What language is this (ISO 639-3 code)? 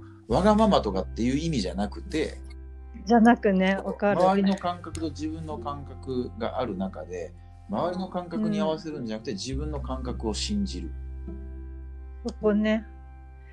jpn